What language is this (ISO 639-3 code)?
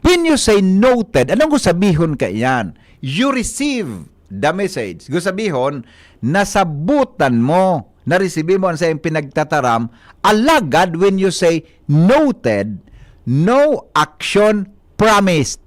bik